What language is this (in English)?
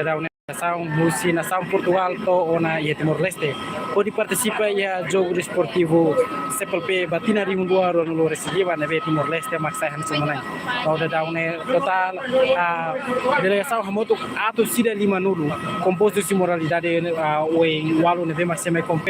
Tetum